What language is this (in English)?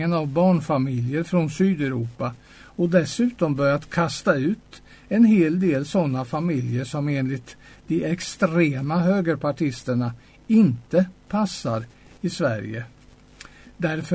Swedish